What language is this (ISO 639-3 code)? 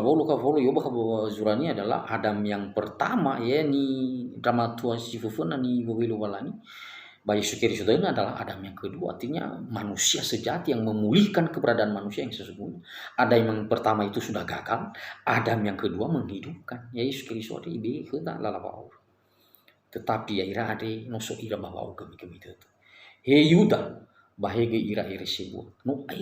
nia